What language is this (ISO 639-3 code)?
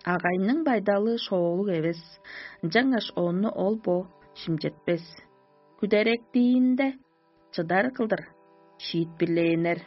tyv